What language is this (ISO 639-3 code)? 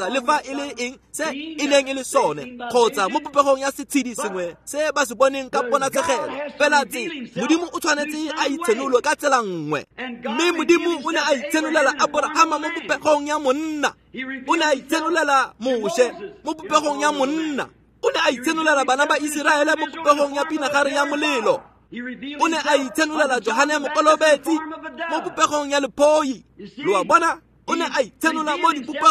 tsn